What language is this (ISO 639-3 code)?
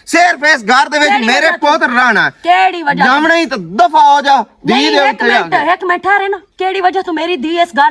lah